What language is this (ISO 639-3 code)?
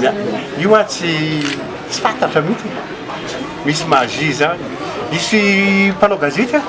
mlg